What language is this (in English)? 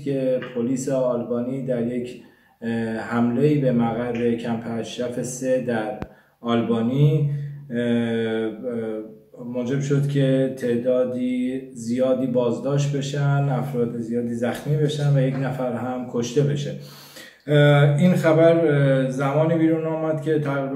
Persian